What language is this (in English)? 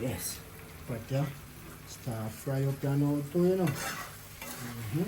Jamaican Creole English